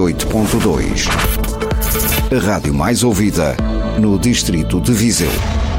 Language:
Portuguese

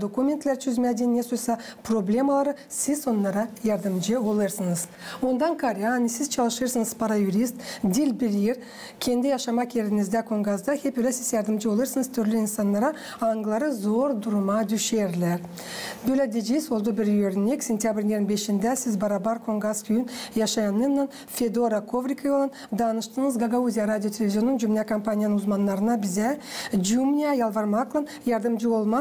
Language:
Gagauz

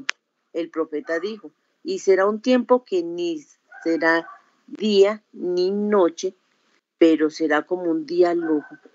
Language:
Spanish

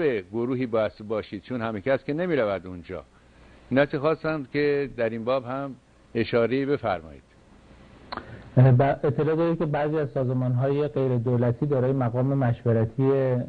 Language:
Persian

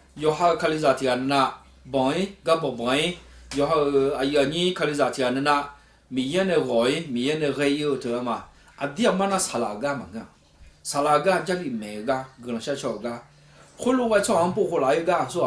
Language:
Akha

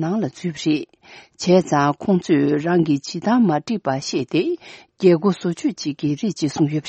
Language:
Tibetan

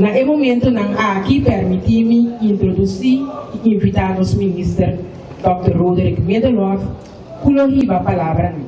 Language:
Papiamento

